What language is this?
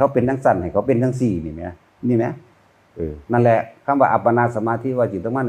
Northeastern Thai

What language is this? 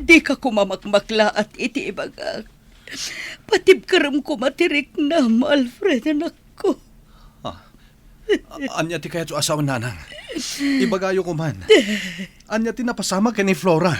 Iloko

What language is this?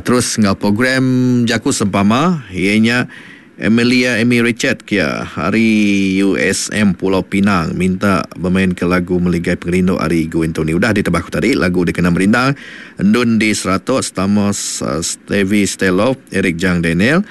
Iban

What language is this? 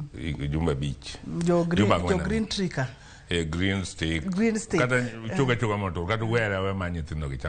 Luo (Kenya and Tanzania)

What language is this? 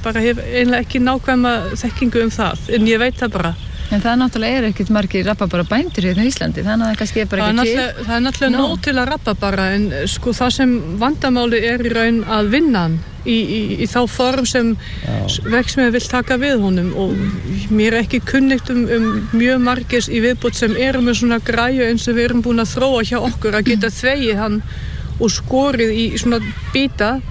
Icelandic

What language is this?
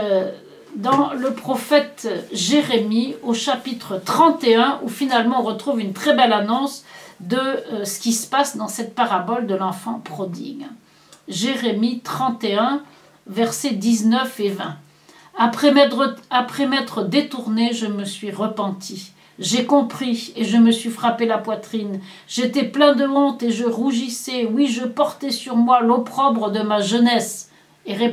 French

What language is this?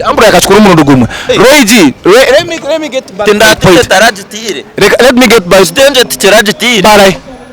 Nyankole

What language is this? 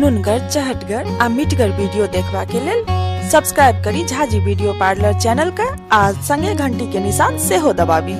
Maithili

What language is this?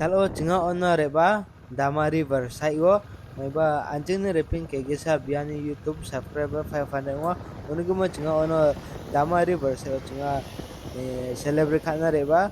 Riang (India)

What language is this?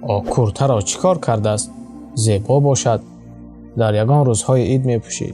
Tajik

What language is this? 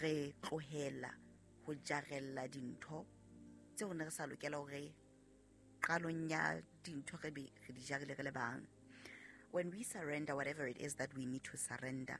Southern Sotho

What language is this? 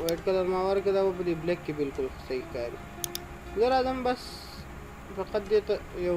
Pashto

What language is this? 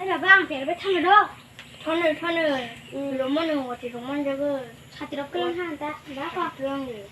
Kok Borok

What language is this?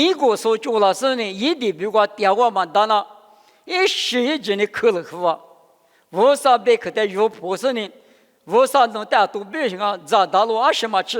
Lisu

